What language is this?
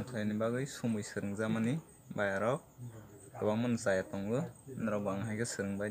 Kok Borok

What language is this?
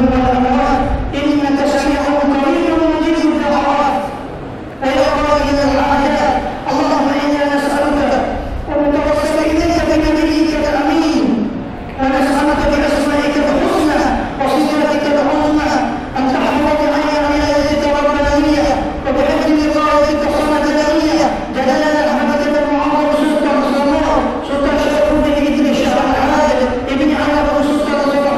Malay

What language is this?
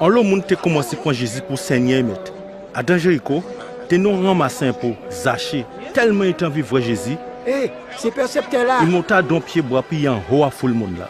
Guadeloupean Creole French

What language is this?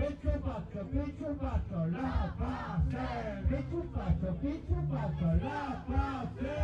Occitan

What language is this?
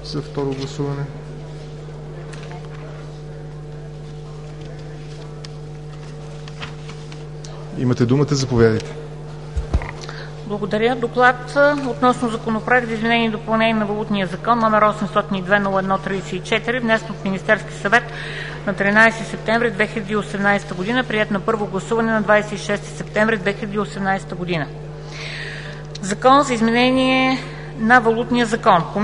Bulgarian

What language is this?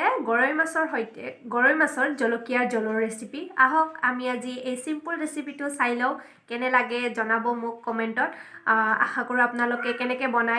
Assamese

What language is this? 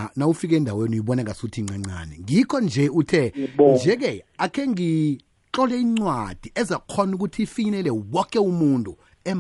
South Ndebele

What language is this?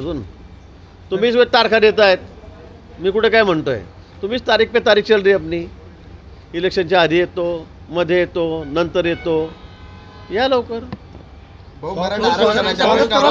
Marathi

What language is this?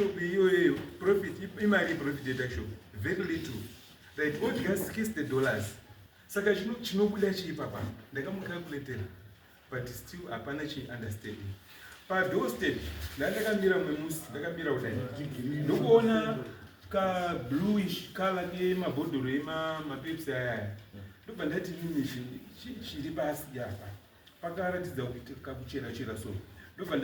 Shona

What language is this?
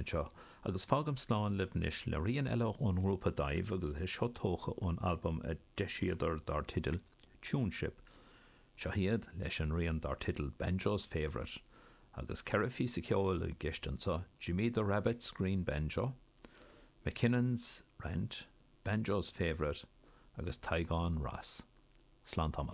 Irish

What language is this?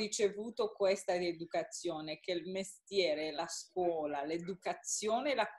Italian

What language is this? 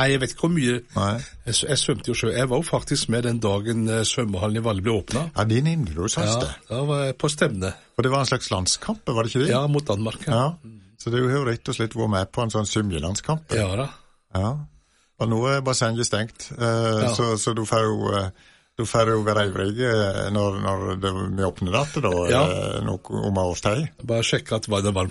Norwegian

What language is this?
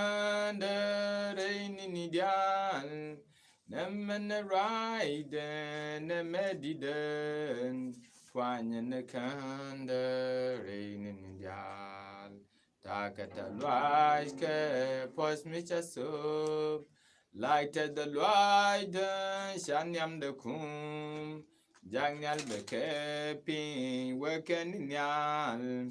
Nuer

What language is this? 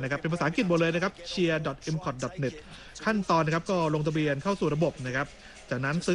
Thai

